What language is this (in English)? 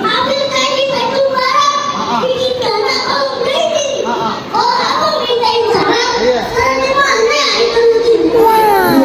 Betawi